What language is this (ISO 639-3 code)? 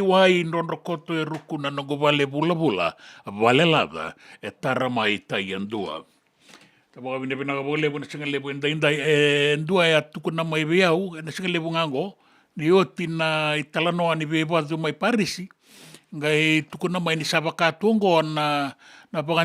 fij